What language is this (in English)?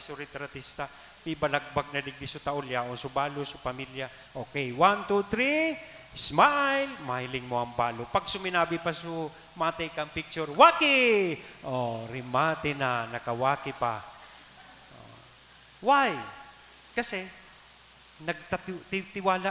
Bikol